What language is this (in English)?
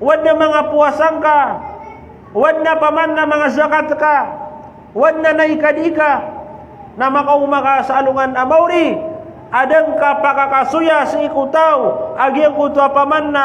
Maranao